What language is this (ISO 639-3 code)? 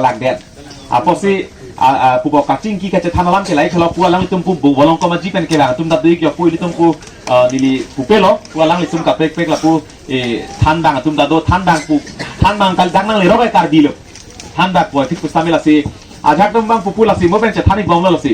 mjw